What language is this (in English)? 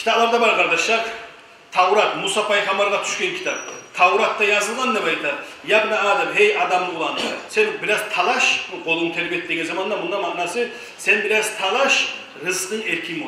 Kumyk